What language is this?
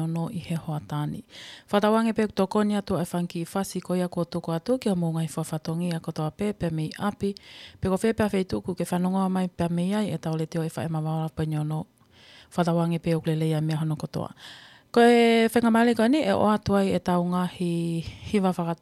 Tongan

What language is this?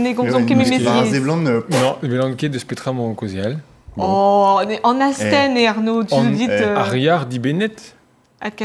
Breton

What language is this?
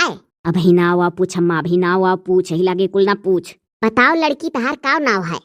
Awadhi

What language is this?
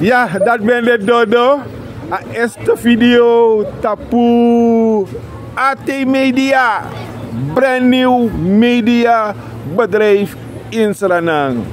Sranan Tongo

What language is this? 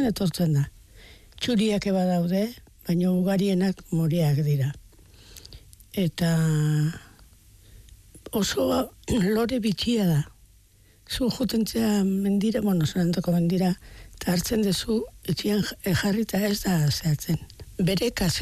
Basque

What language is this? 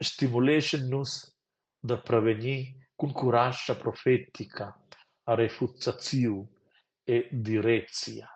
Romansh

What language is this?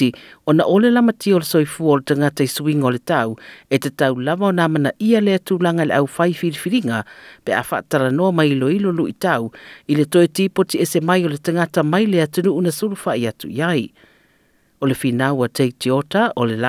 Samoan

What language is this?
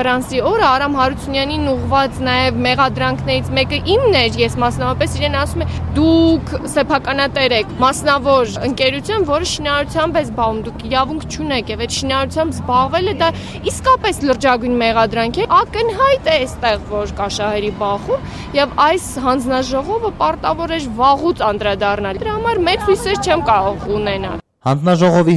Armenian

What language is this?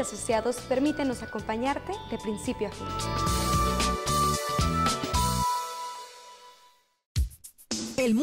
Spanish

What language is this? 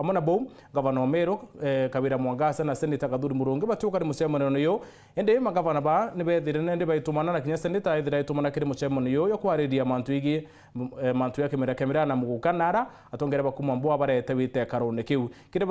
Meru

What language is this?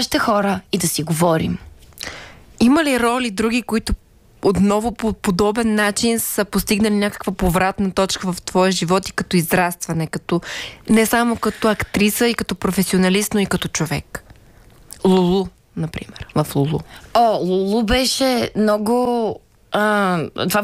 Bulgarian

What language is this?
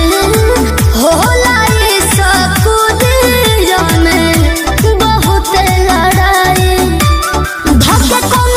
Bhojpuri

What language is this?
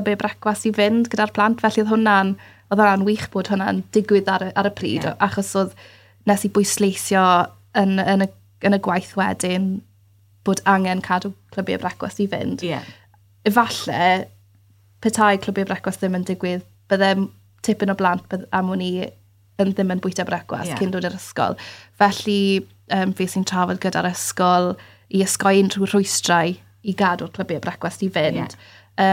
Welsh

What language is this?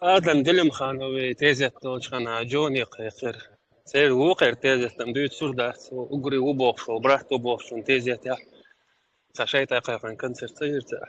Chechen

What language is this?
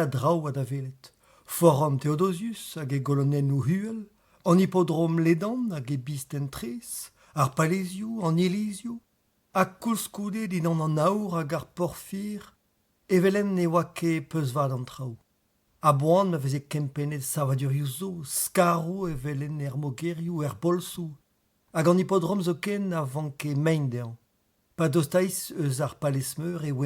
Breton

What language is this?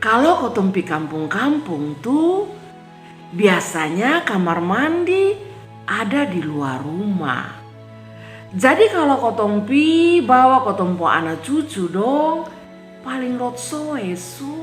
Kupang Malay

